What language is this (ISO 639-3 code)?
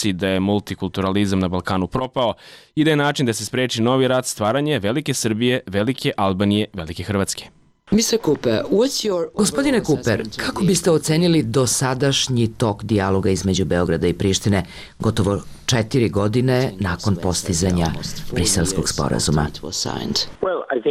srp